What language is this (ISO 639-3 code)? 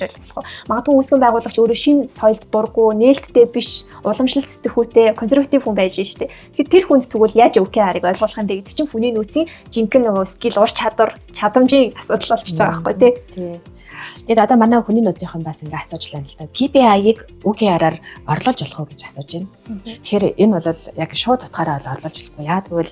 mon